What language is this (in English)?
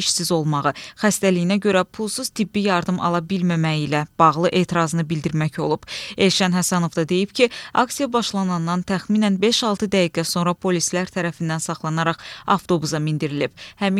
Azerbaijani